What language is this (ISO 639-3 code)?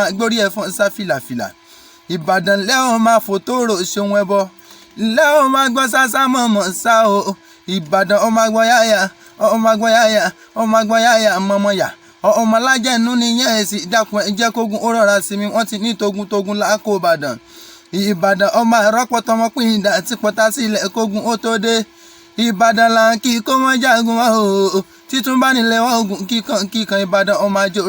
yor